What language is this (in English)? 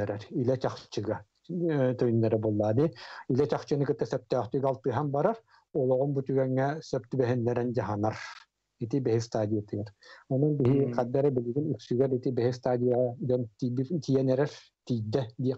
Yakut